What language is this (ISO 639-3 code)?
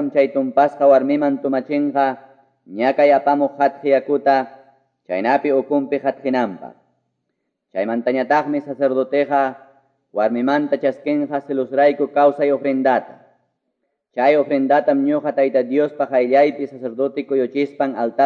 que